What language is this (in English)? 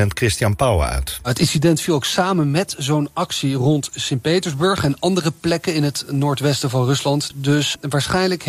Dutch